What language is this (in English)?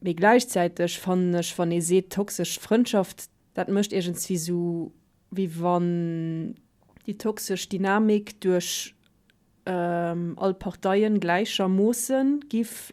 Luxembourgish